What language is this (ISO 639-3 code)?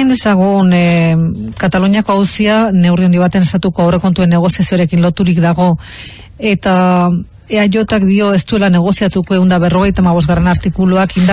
eus